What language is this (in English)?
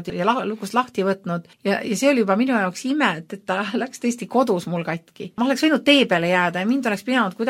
Estonian